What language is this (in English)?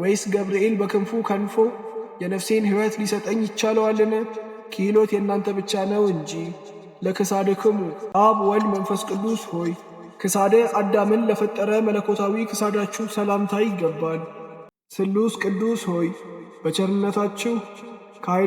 Amharic